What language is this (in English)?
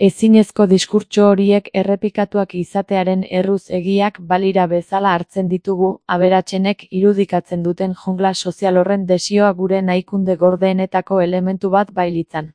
Basque